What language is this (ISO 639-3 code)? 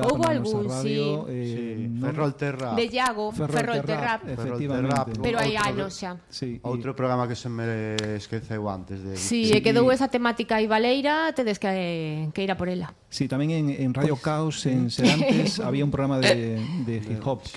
glg